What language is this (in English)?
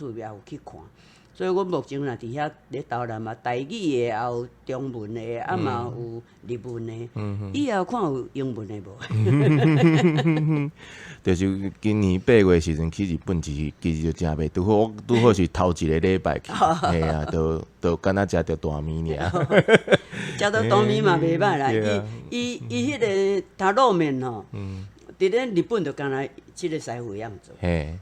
Min Nan Chinese